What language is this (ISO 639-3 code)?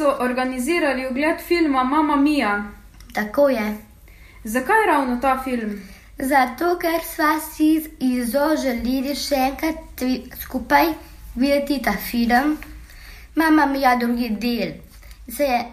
slv